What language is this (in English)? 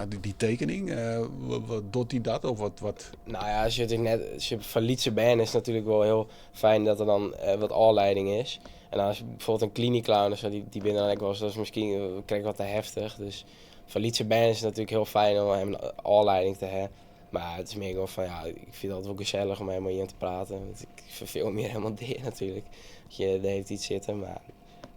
Western Frisian